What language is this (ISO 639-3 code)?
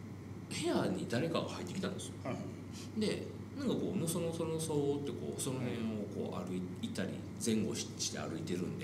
jpn